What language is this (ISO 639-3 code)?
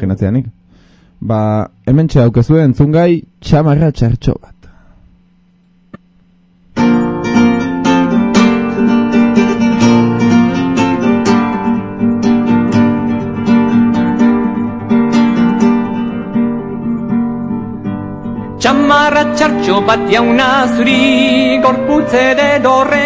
eus